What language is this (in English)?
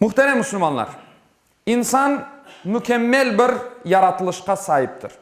Crimean Tatar